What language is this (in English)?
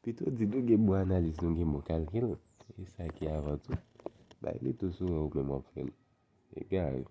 Haitian Creole